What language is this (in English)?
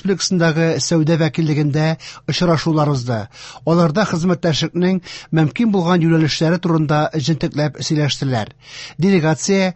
Tatar